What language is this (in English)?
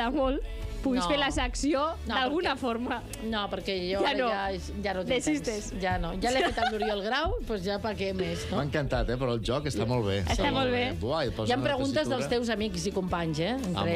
Catalan